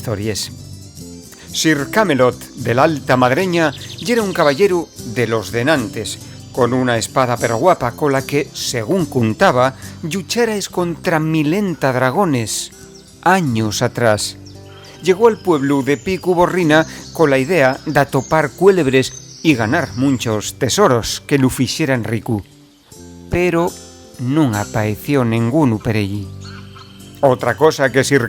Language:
Asturian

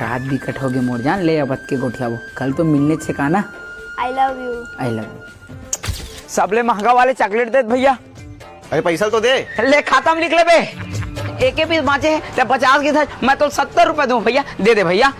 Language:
Chhattisgarhi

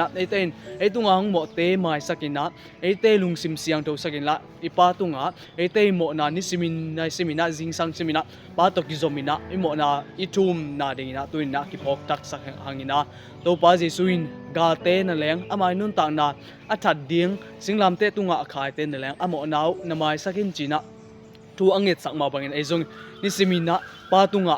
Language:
Tedim Chin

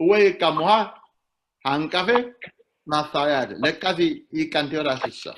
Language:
Sidamo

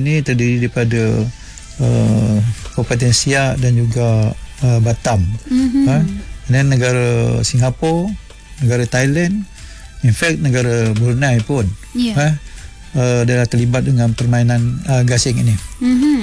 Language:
Malay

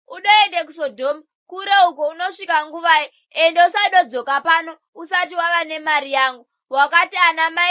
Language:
Shona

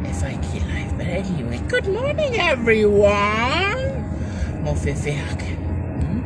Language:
Tongan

